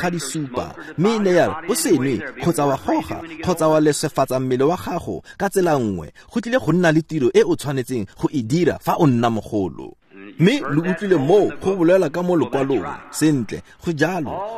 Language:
Tswana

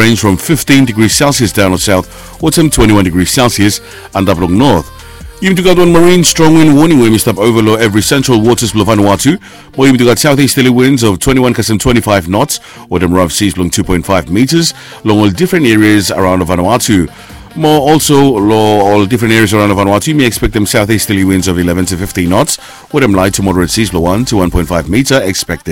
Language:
Bislama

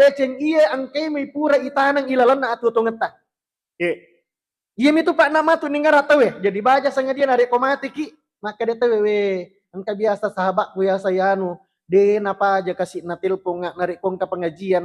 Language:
Buginese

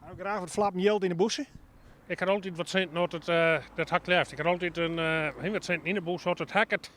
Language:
Western Frisian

